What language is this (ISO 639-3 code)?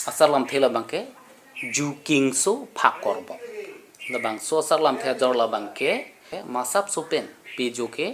mjw